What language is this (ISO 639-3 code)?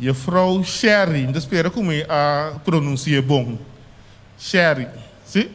pap